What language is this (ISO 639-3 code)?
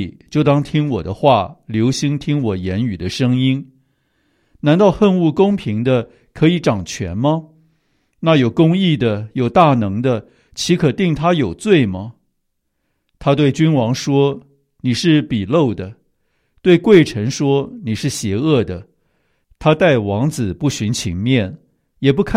zho